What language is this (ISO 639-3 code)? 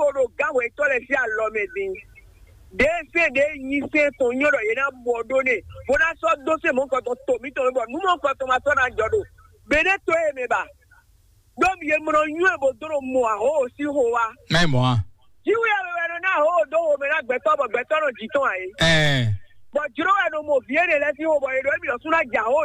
fon